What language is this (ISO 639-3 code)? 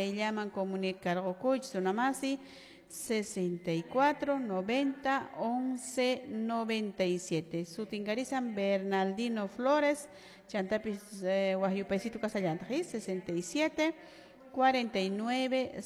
que